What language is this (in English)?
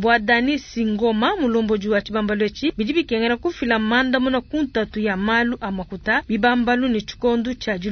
Luba-Lulua